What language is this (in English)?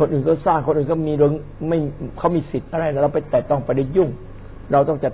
Thai